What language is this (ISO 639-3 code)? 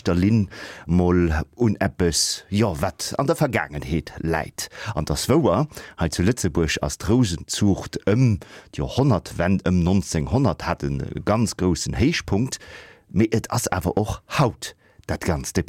ltz